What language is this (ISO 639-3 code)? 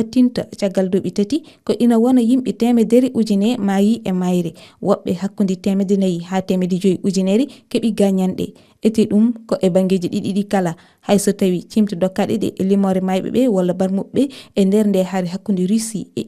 ful